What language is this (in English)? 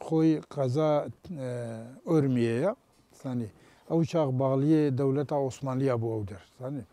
Kurdish